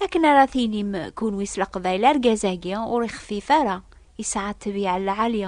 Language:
Kabyle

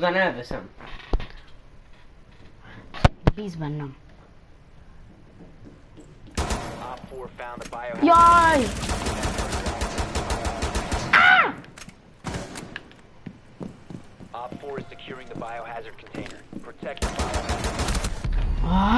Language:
Hungarian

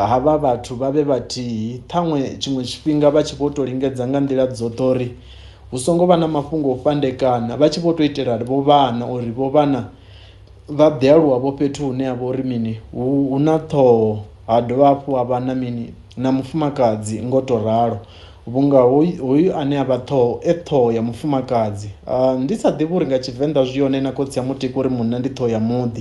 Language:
Venda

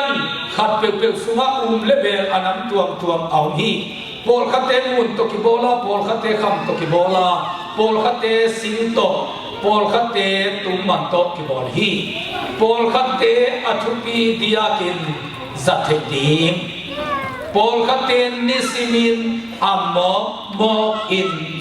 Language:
Tedim Chin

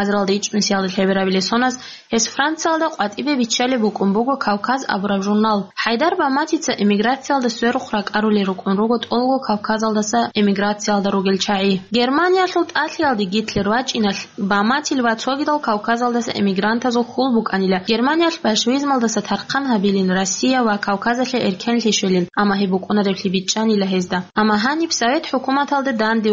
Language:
Avaric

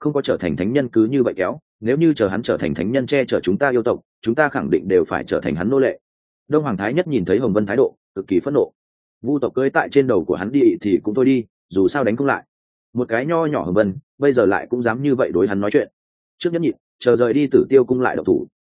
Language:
Vietnamese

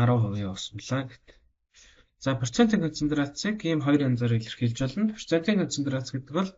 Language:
Mongolian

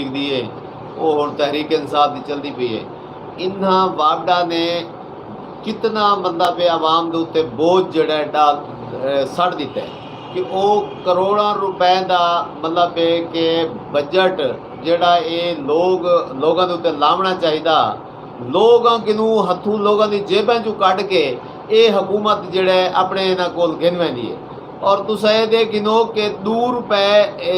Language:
Saraiki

